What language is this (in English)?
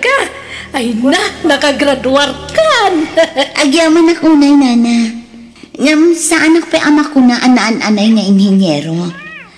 Iloko